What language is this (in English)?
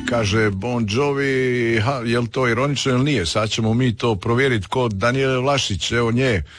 Croatian